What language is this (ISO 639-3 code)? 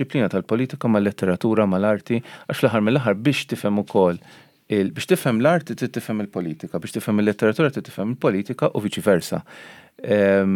mlt